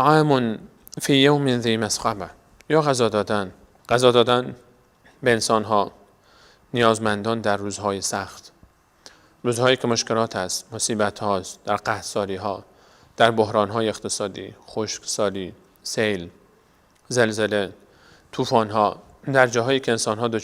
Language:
Persian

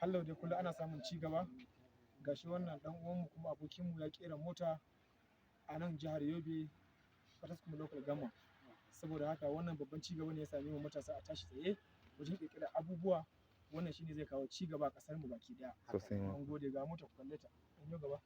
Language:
Hausa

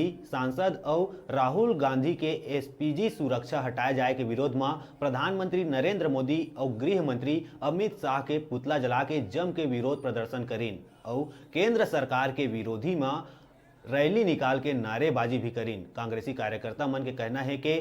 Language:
Chhattisgarhi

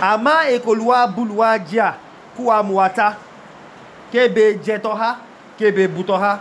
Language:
Idoma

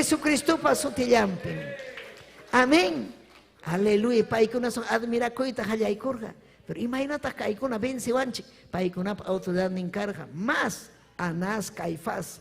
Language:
Ayacucho Quechua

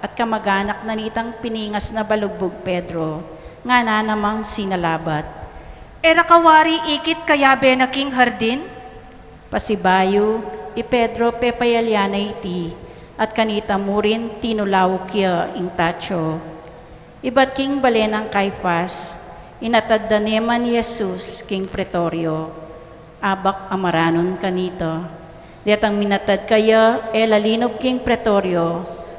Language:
Pampanga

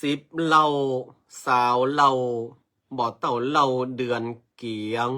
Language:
Northern Thai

